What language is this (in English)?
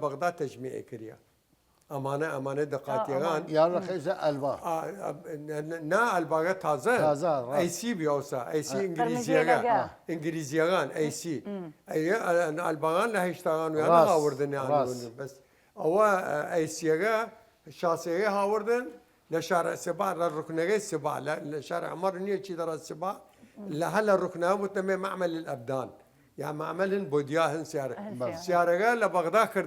Southern Kurdish